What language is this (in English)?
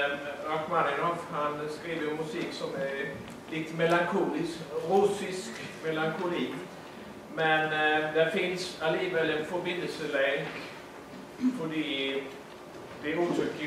Swedish